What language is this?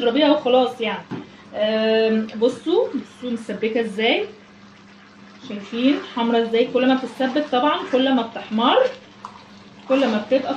Egyptian Arabic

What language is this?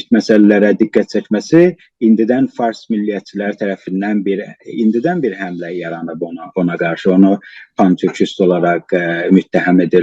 South Azerbaijani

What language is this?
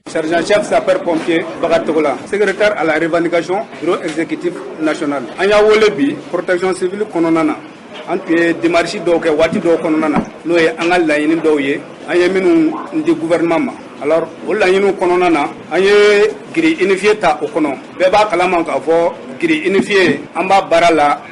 Bambara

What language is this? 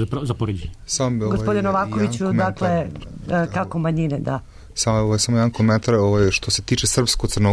Serbian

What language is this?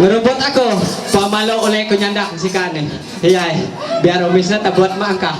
Ma'anyan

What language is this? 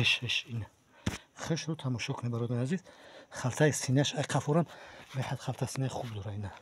Tajik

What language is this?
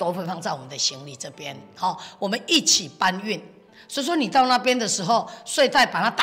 Chinese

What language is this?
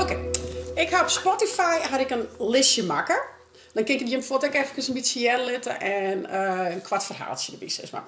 Western Frisian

